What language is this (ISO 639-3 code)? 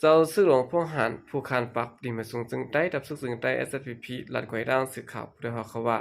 shn